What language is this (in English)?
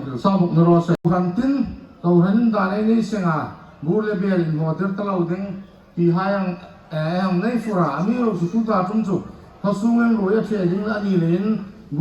Hmar